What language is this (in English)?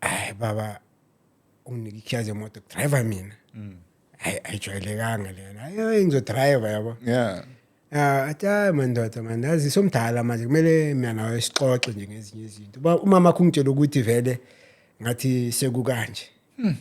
Zulu